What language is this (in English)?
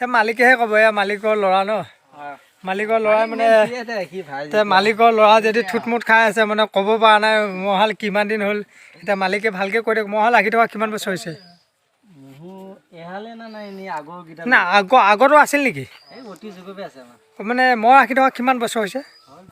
Assamese